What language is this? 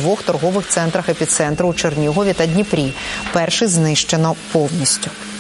Ukrainian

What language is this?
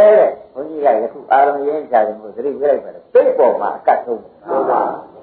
Burmese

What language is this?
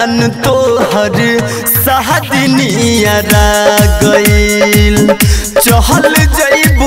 Bhojpuri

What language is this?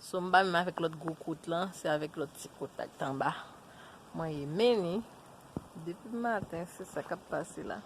Haitian Creole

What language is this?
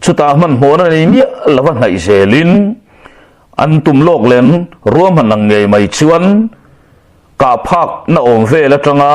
Mizo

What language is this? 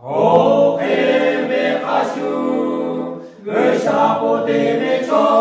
Lahu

